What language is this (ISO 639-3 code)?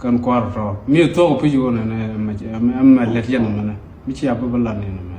nus